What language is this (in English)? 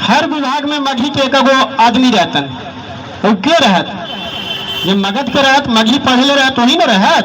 Magahi